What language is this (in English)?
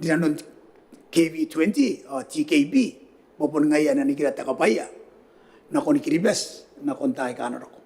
Gilbertese